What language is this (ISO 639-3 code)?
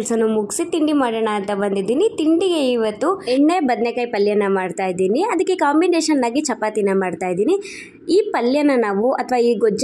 kan